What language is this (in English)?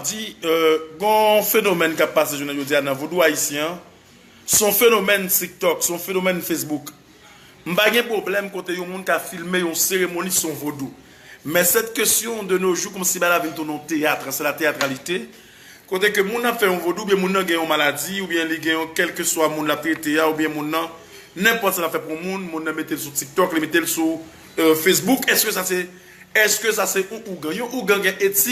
Haitian Creole